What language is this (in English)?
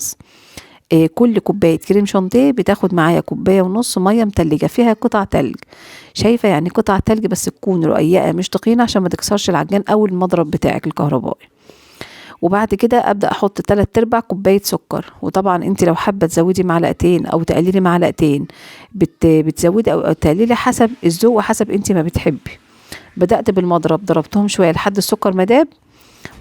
Egyptian Arabic